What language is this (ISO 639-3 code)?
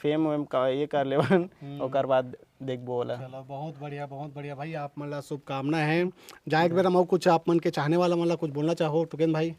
hne